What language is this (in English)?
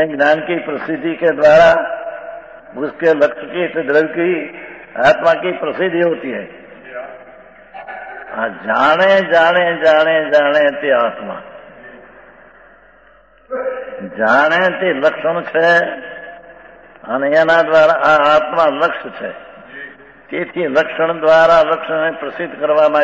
Gujarati